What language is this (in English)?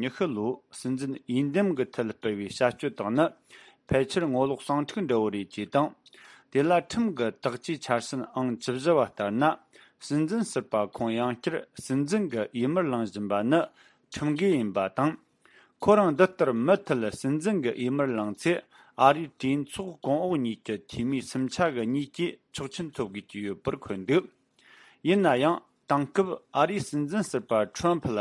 Tibetan